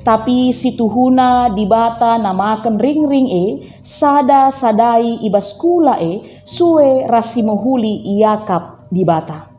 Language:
Batak Karo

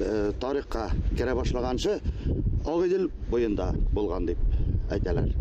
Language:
Bashkir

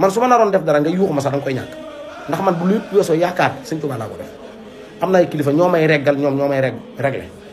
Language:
Wolof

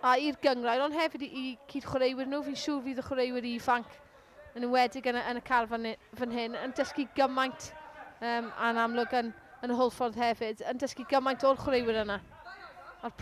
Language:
Welsh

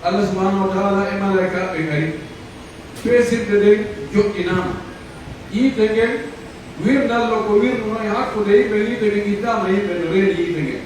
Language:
Pular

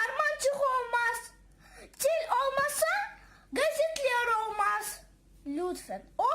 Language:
Crimean Tatar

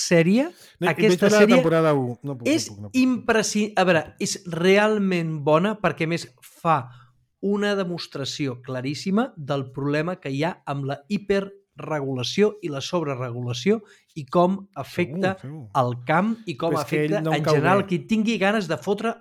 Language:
Catalan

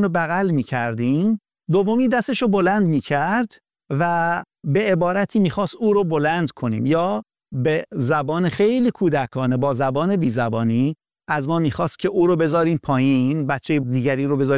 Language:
Persian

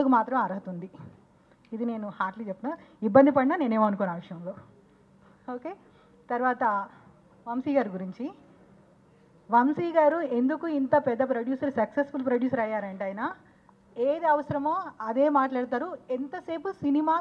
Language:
Telugu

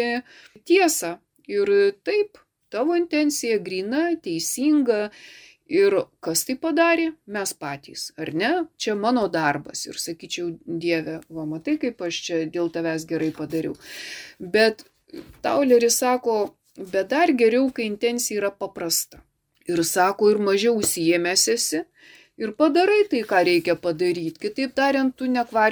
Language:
Lithuanian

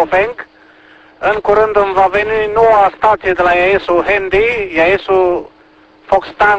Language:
Romanian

